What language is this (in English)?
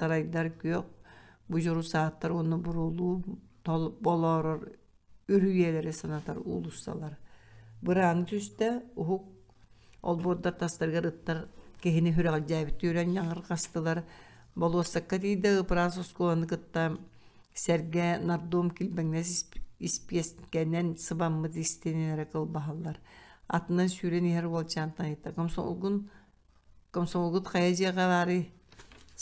Yakut